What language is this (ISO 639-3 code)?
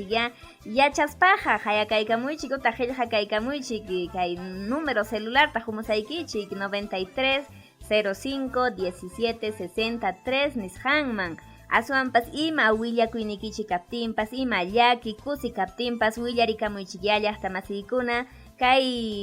quy